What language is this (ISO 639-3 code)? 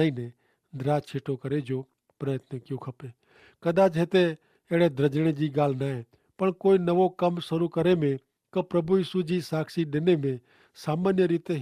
kfr